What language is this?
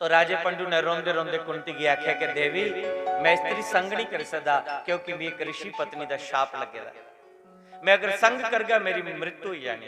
Dogri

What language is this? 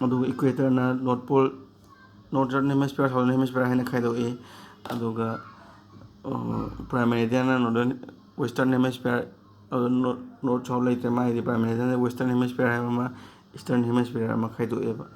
Manipuri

